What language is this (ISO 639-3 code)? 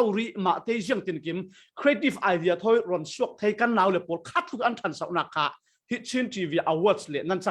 cfm